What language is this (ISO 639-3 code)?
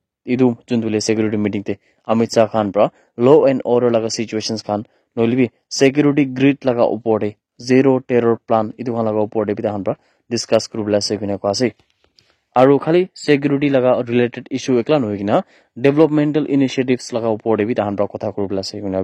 nag